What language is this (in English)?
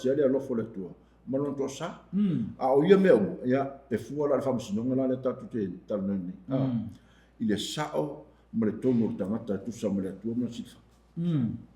Samoan